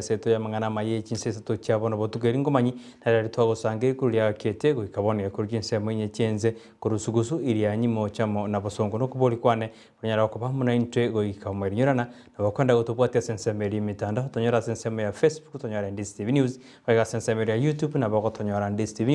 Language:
Gusii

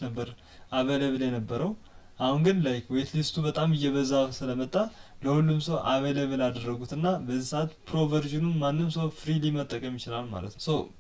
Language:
Amharic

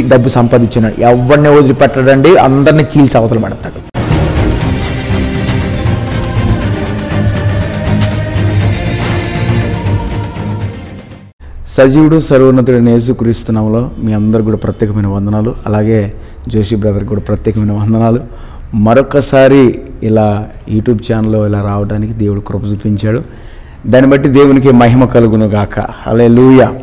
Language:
Telugu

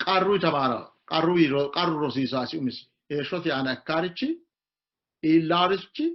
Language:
Sidamo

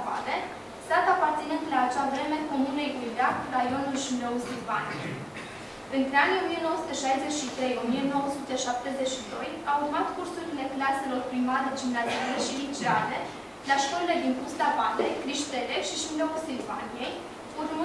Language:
Romanian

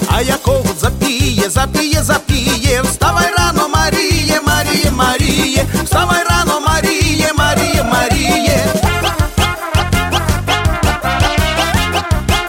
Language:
Ukrainian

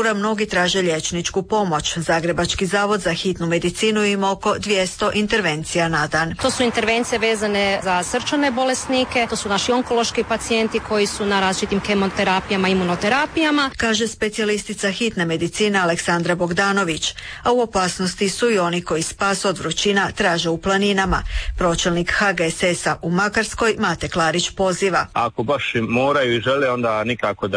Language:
Croatian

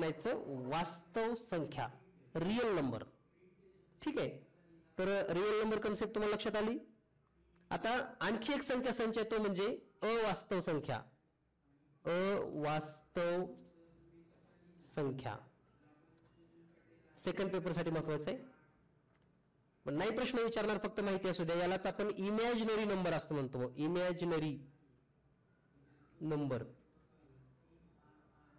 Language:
Marathi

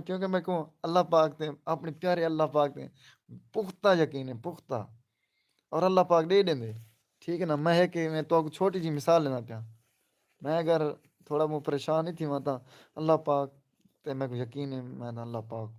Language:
Saraiki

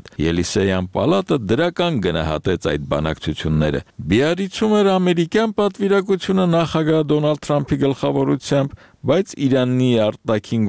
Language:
Armenian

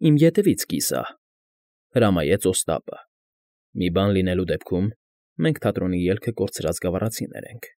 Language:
Armenian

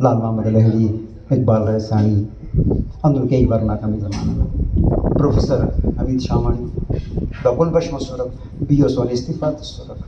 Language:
Brahui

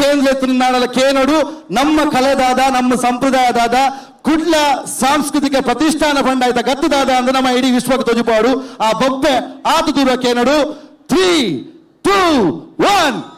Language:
Tulu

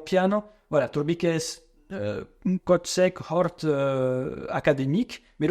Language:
Occitan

